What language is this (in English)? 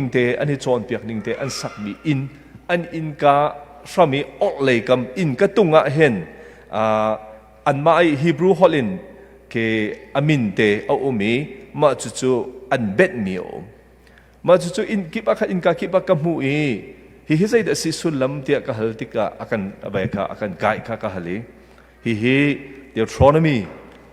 Hakha Chin